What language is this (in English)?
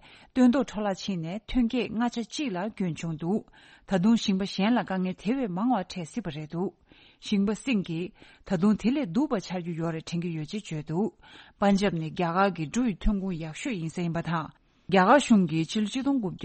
Tibetan